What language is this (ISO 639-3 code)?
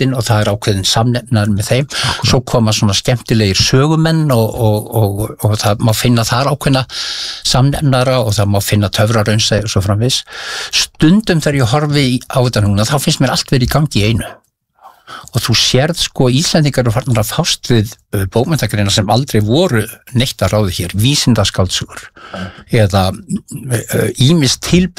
isl